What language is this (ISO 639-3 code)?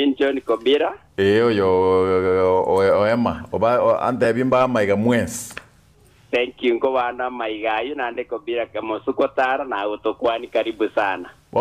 guz